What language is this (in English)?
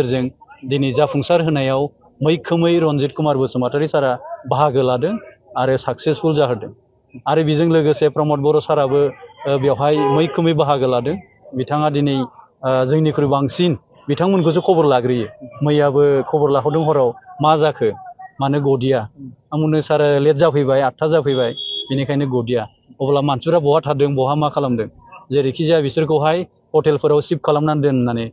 Bodo